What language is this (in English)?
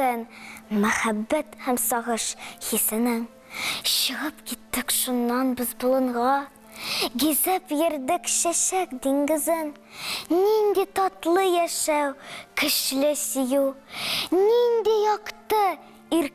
Tatar